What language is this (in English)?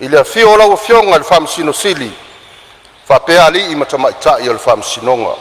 Samoan